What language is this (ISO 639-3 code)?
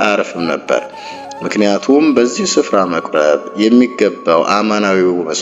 amh